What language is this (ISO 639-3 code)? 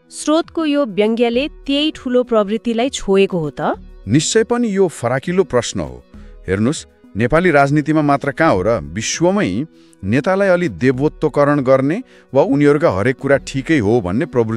nep